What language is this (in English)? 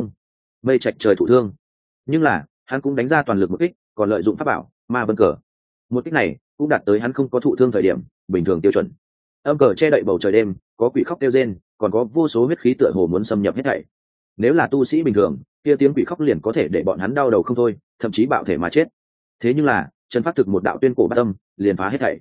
Vietnamese